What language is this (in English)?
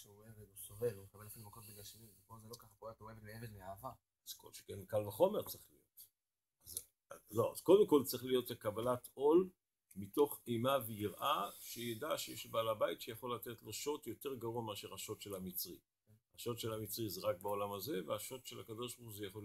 Hebrew